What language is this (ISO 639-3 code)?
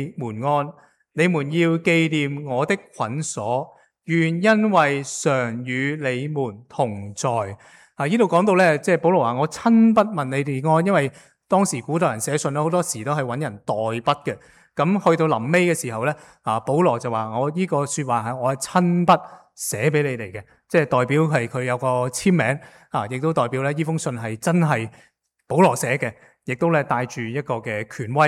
yue